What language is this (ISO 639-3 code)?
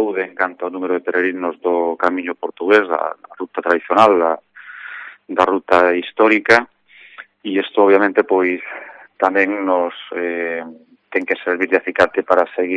glg